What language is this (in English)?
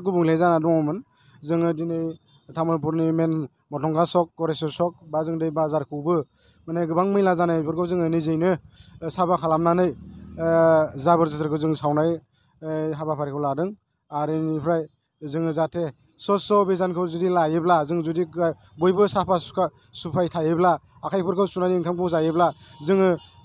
Bodo